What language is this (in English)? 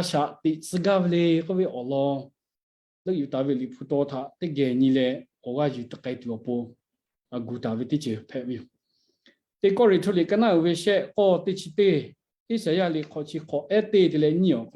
Lahu